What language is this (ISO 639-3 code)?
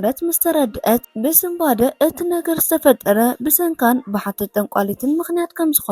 tir